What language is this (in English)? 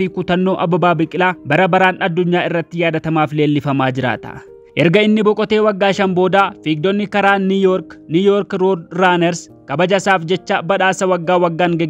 Oromo